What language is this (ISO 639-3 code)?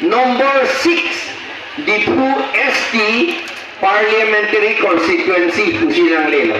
mjw